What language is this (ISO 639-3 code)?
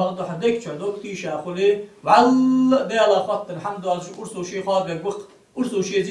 inh